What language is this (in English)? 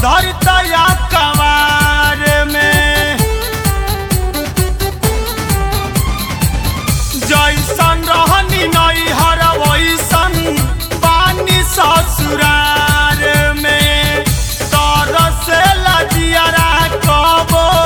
Bhojpuri